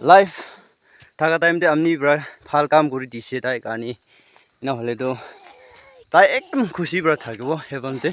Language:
Naga Pidgin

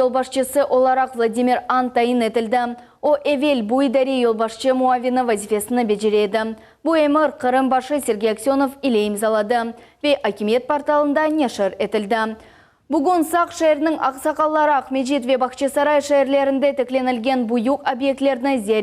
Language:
Crimean Tatar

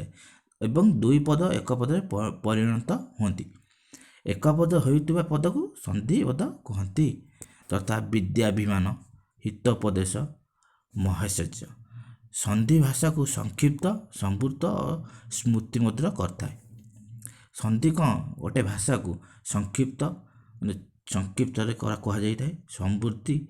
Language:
Odia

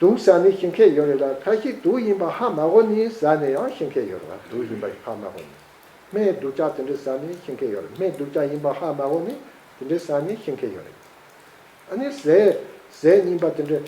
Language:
Tibetan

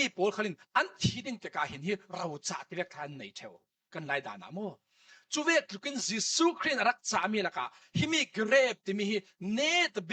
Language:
Falam Chin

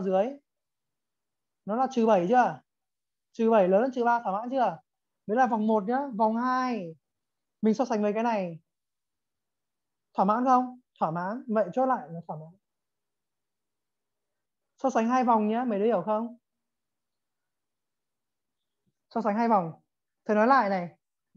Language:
Vietnamese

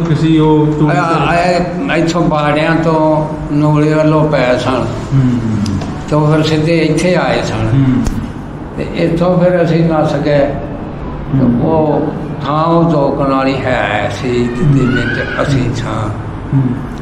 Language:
Punjabi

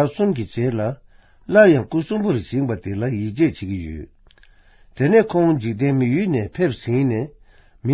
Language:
Tibetan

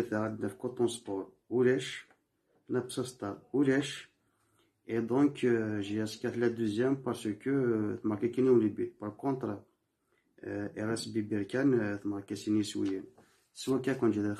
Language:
Kabyle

